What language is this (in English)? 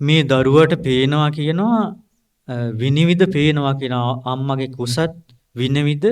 Sinhala